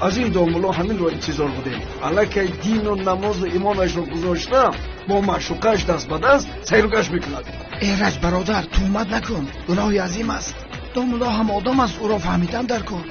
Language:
Tajik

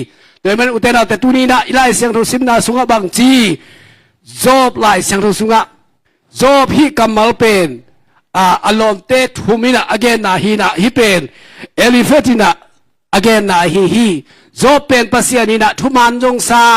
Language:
Tedim Chin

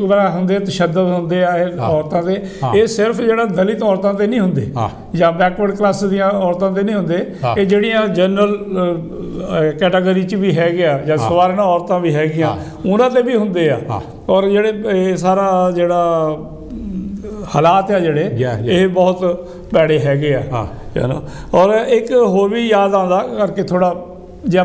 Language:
Punjabi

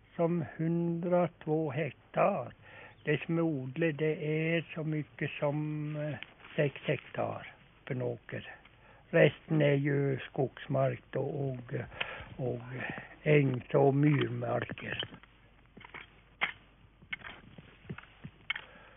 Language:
Swedish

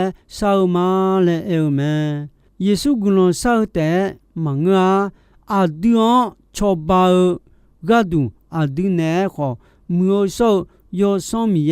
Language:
Akha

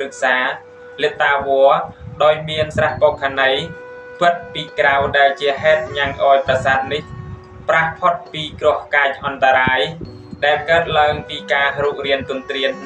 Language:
Khmer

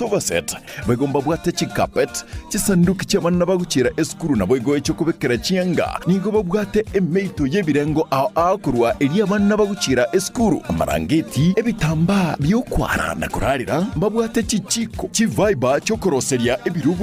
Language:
Gusii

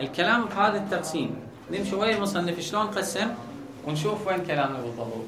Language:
Mesopotamian Arabic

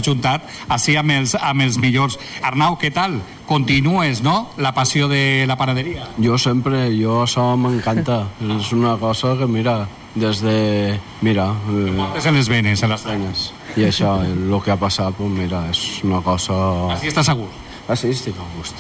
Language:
Catalan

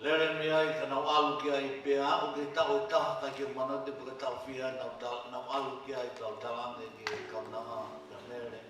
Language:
Tongan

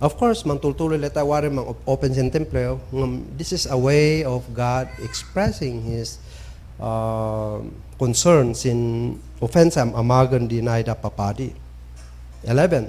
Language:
Kankanaey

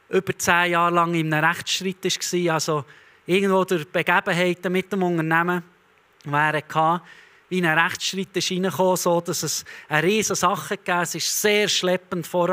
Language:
Swiss German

